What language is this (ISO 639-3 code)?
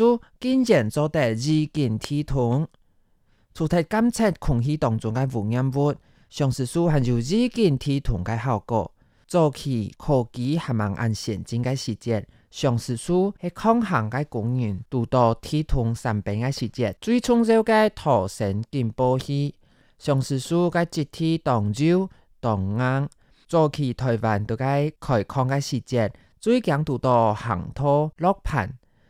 hak